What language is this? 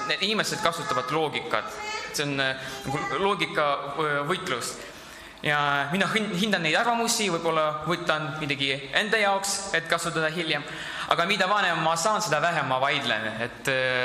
Estonian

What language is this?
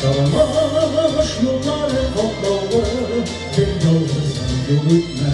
Tatar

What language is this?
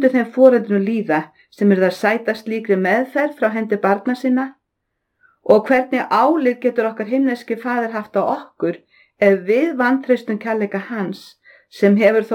Icelandic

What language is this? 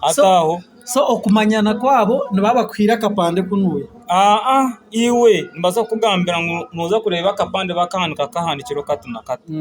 Nyankole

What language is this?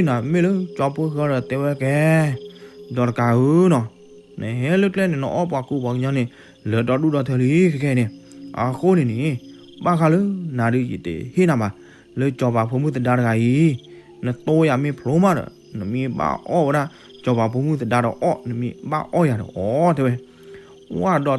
S'gaw Karen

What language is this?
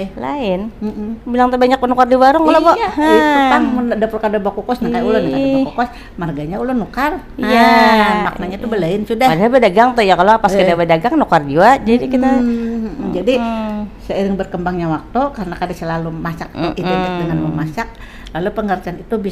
Banjar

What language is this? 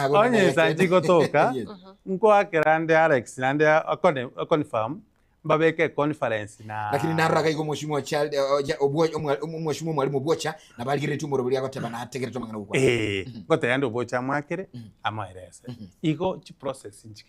Gusii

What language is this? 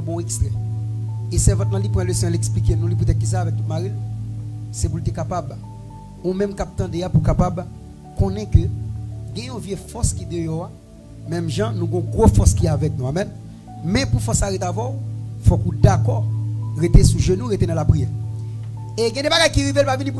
Haitian Creole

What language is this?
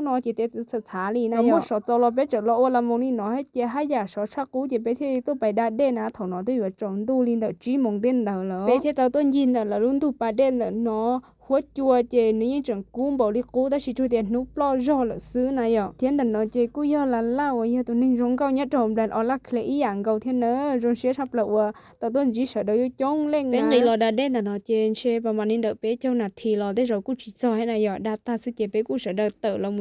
Hmong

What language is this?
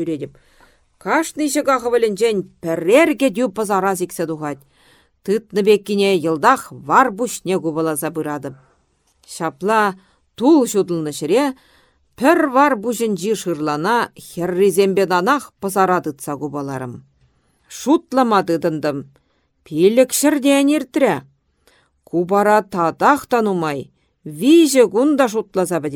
Chuvash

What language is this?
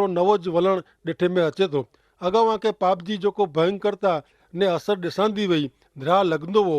Kachhi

